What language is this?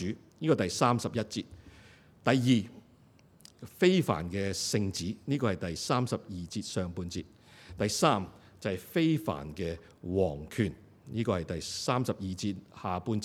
Cantonese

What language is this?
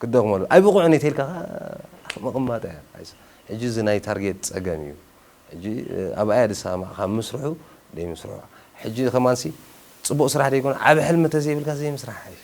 Tigrinya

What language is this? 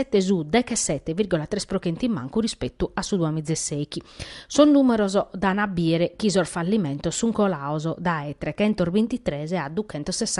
Sardinian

